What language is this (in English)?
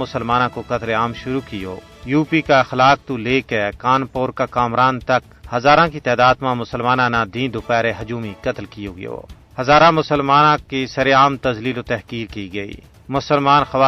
Gujari